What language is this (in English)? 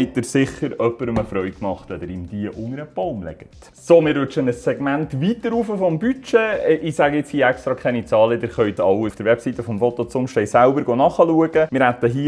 Swiss German